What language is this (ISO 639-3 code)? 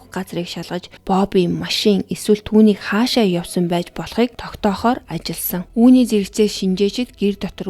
mon